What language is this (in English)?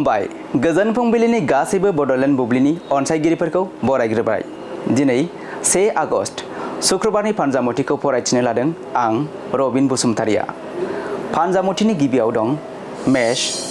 Bodo